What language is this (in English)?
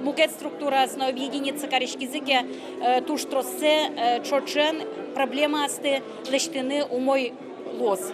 Udmurt